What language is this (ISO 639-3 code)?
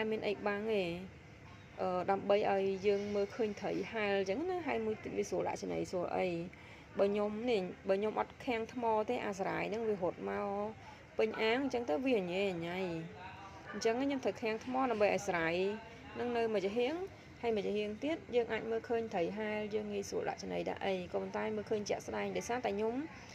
khm